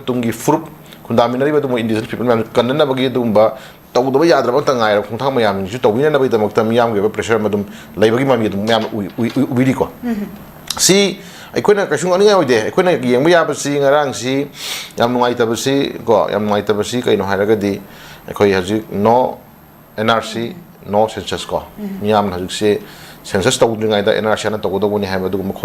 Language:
Manipuri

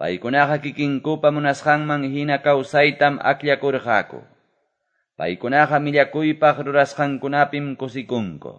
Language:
Quechua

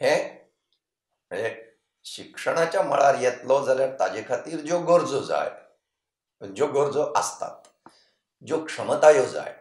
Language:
Konkani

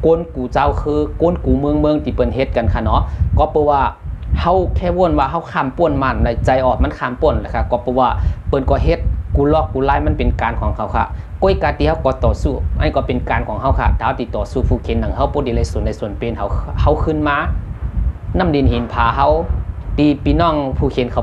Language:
Shan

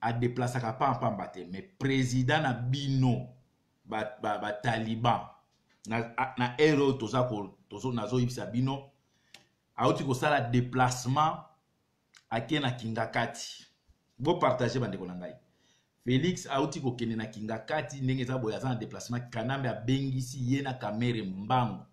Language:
Lingala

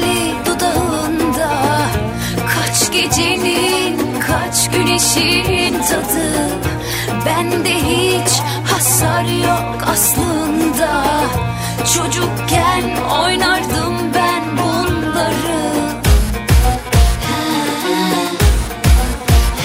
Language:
Turkish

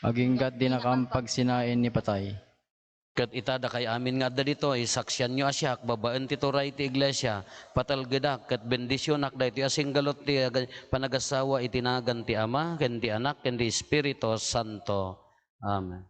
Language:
Iloko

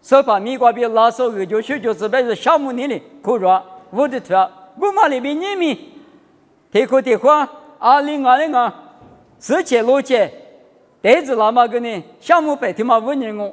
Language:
Lisu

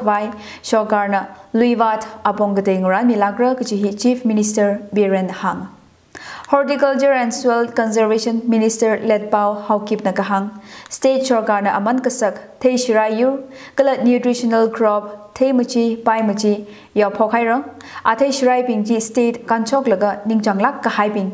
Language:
Tangkhul Naga (India)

